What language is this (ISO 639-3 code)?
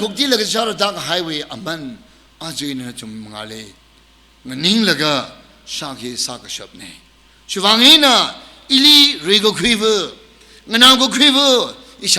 nmf